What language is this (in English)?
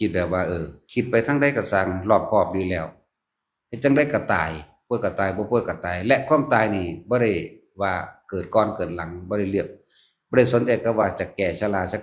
Northeastern Thai